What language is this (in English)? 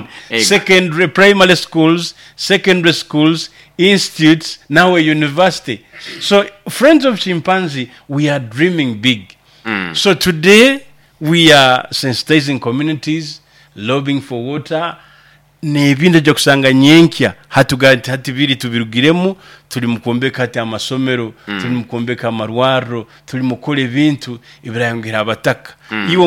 Nyoro